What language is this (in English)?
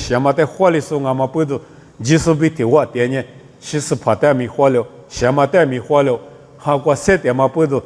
Lisu